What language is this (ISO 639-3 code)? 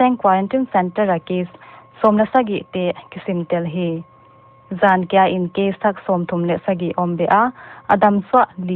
pck